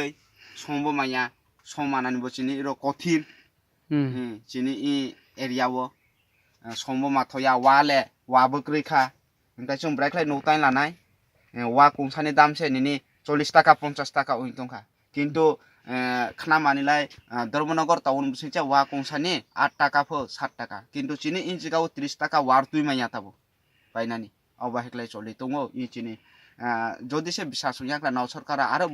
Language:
Kok Borok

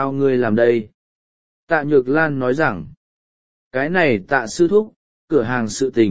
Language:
Vietnamese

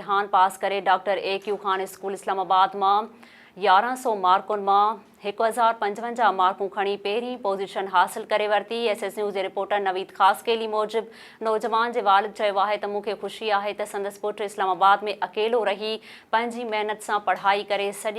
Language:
Sindhi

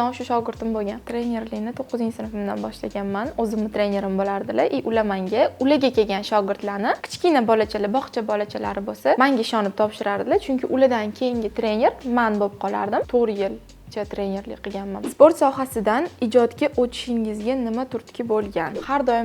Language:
Uzbek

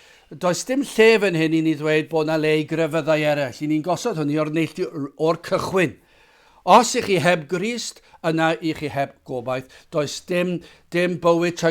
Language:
Welsh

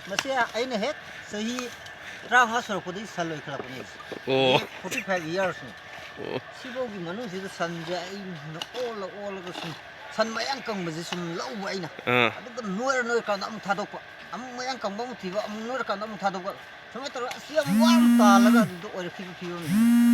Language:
Manipuri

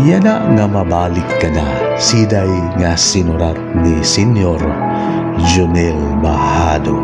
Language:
Waray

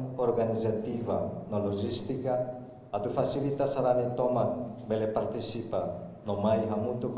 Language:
Tetum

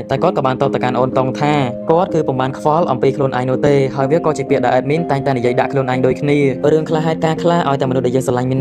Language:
Khmer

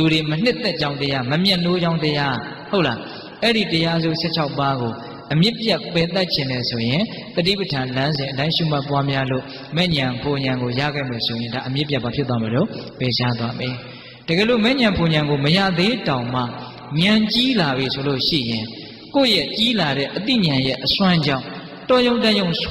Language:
Burmese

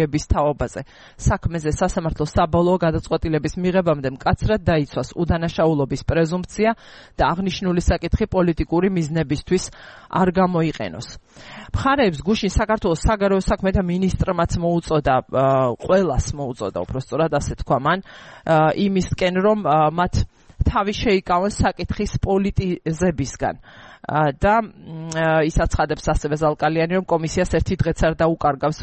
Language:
Georgian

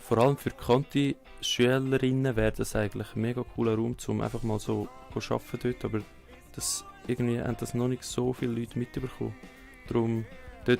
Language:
Swiss German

